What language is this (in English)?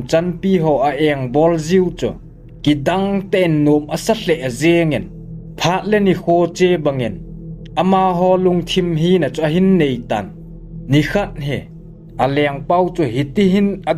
Thado Chin